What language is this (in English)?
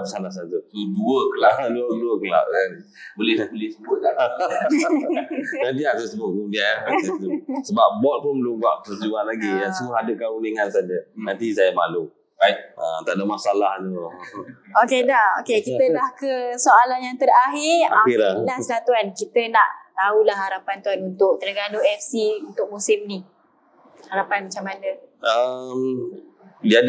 Malay